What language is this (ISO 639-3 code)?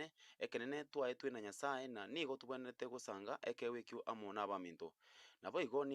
guz